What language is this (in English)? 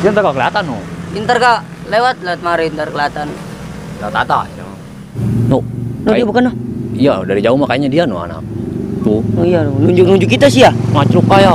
Betawi